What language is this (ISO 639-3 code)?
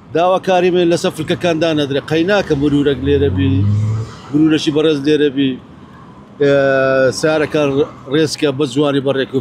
ckb